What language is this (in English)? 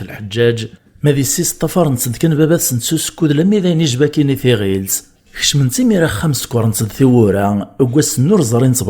Kabyle